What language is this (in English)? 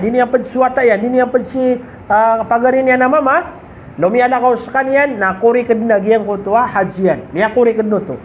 Maranao